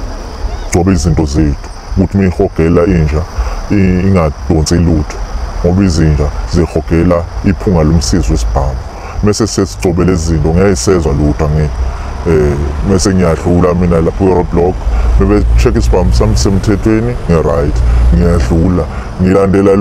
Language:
Zulu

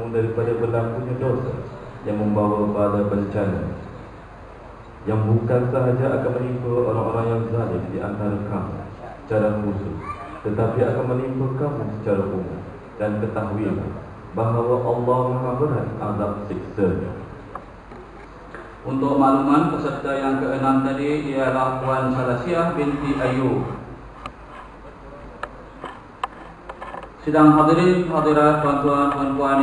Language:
Malay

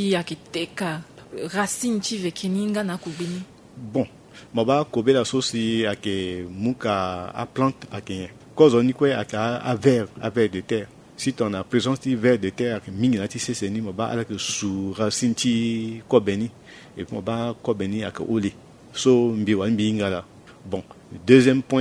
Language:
Sango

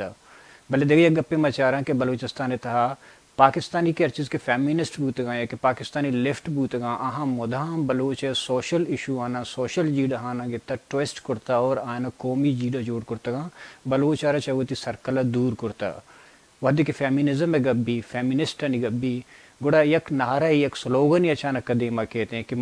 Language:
Baluchi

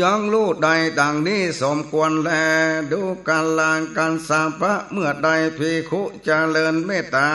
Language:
Northern Thai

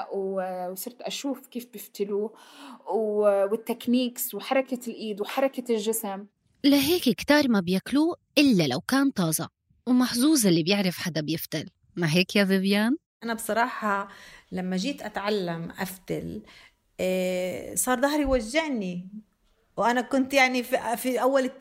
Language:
North Levantine Arabic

